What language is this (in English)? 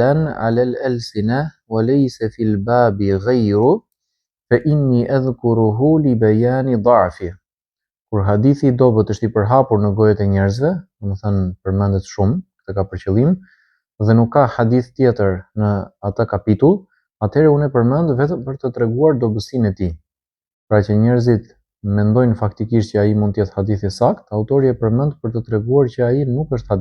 Albanian